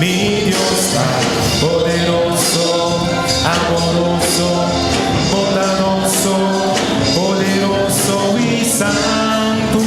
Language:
Papiamento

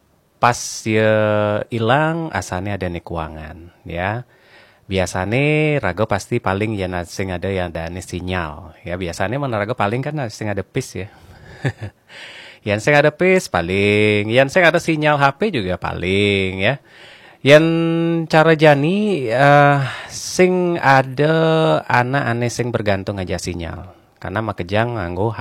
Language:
Balinese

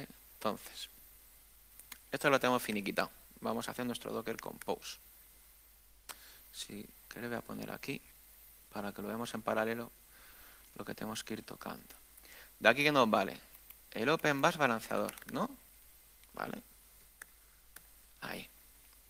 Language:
Spanish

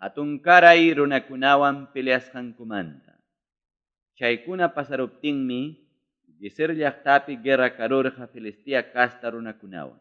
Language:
Ayacucho Quechua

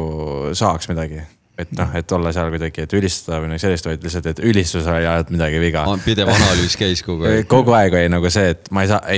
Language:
Estonian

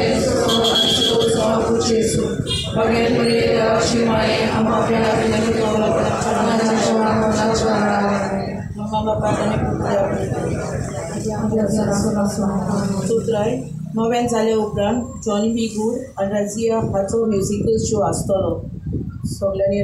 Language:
Konkani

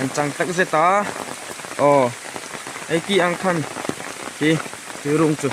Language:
Hmar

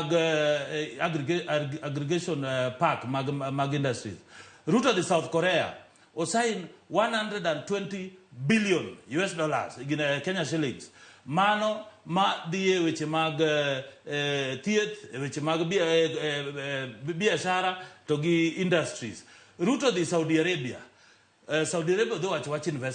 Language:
Luo (Kenya and Tanzania)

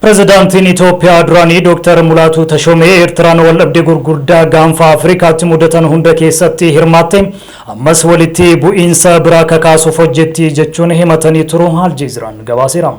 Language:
Oromo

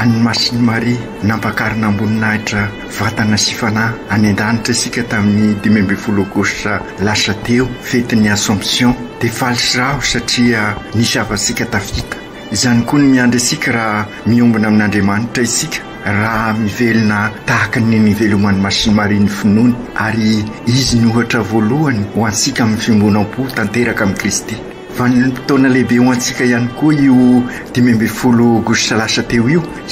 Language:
Malagasy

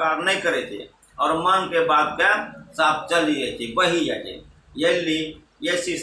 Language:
Angika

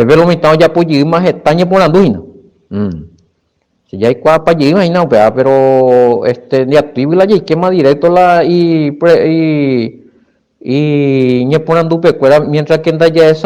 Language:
Guarani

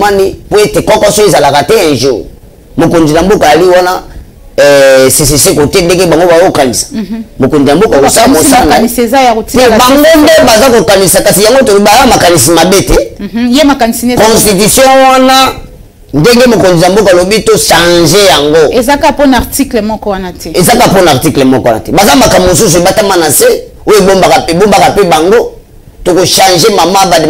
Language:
Lingala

